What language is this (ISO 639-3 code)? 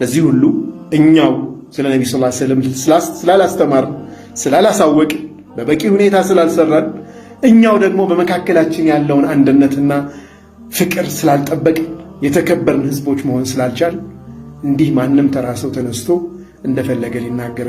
amh